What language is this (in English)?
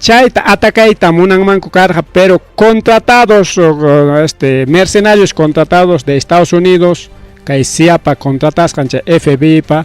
Ayacucho Quechua